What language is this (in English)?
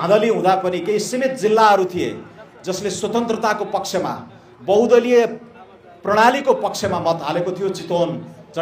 Nepali